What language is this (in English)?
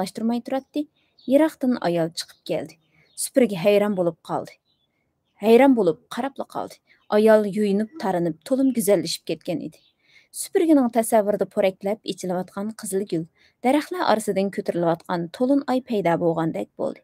Uyghur